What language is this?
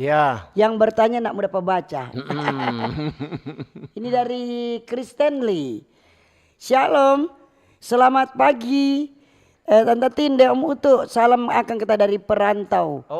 Manado Malay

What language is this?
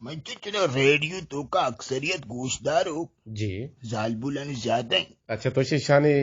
Eastern Balochi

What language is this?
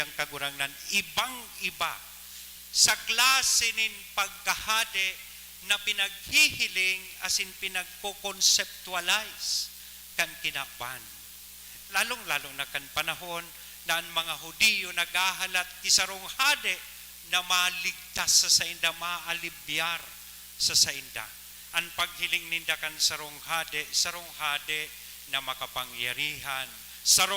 Bikol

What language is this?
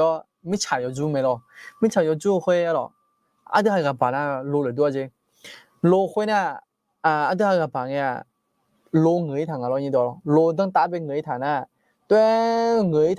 Akha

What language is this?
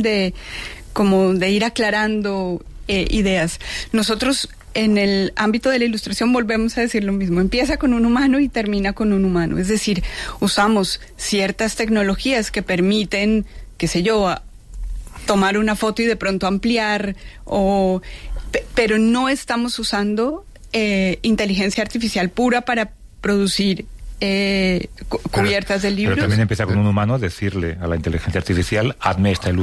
Spanish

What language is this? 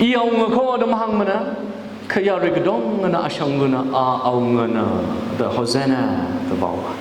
Tangkhul Naga (India)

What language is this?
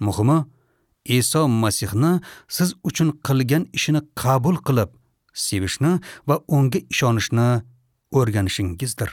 Uzbek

